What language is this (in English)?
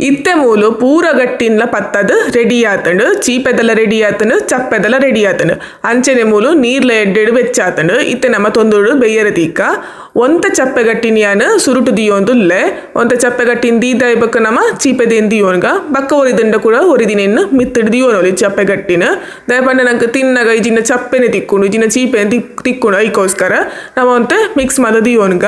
Tulu